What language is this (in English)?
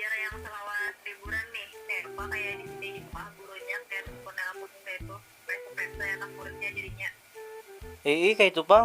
Banjar